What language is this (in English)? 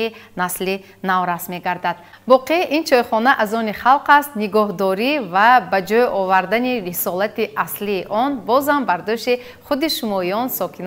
Tajik